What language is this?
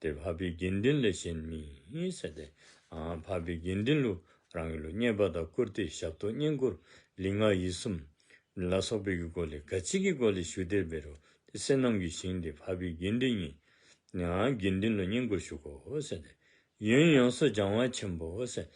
Dzongkha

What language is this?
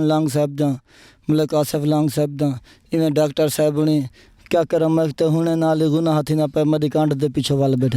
Saraiki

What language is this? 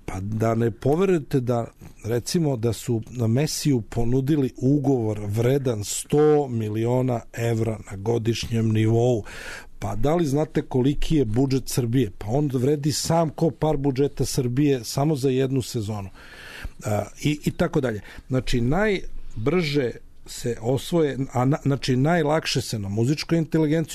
Serbian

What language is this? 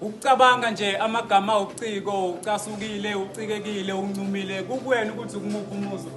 Zulu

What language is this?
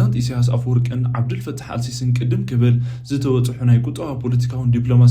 Tigrinya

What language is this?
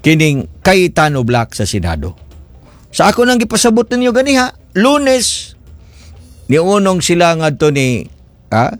Cebuano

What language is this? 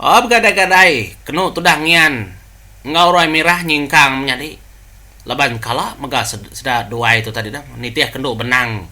Iban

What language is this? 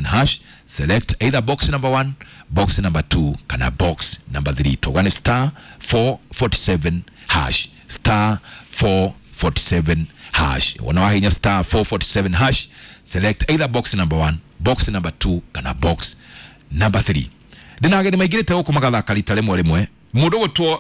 Kikuyu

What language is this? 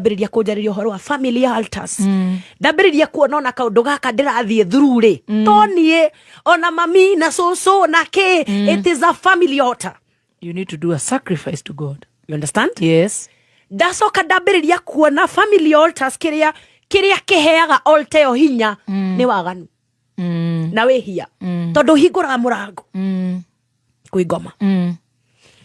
Kikuyu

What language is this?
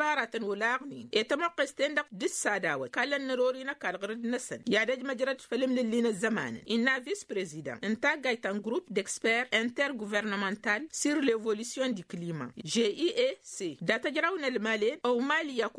Tamasheq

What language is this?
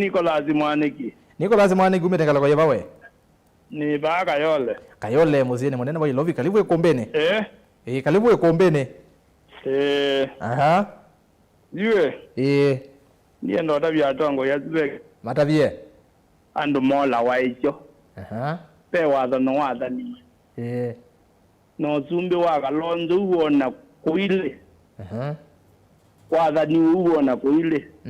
Kamba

